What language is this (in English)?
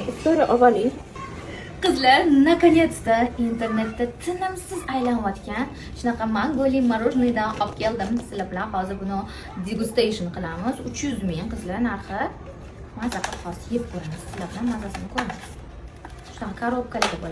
Uzbek